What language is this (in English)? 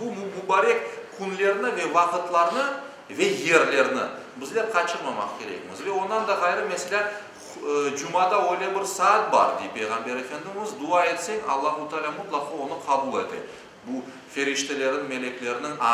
Crimean Tatar